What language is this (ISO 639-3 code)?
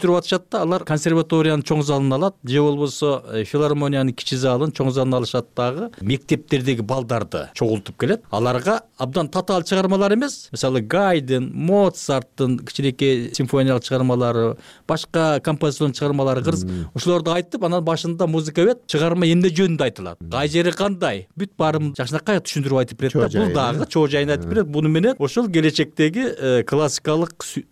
kir